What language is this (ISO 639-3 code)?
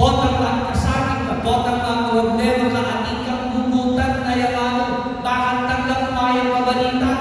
pam